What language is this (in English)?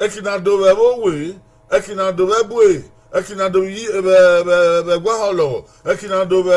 Bini